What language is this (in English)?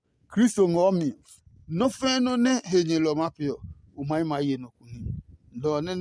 Adangme